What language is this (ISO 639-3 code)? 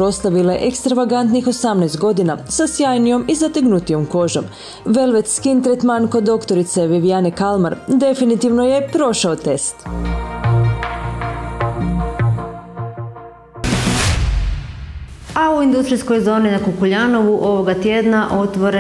hrv